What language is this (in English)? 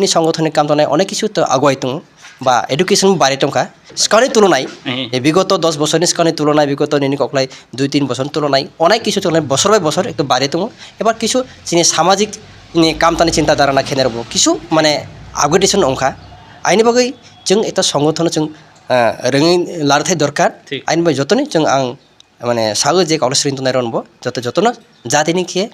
Kok Borok